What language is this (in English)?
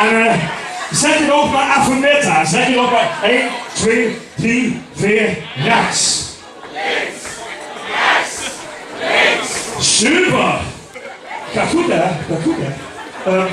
Limburgish